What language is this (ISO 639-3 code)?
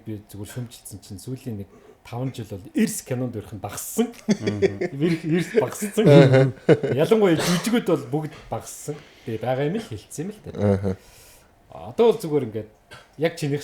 mon